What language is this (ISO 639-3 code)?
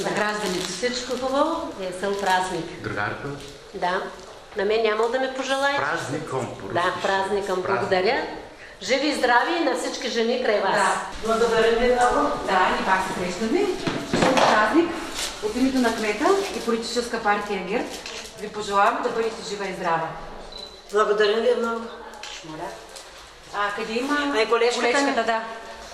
bul